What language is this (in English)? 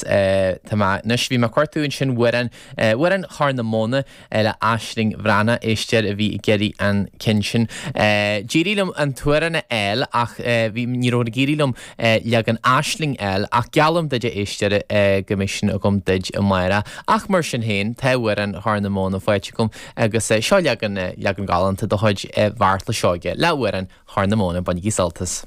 Irish